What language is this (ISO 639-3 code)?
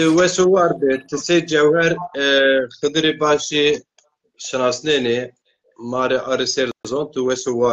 zza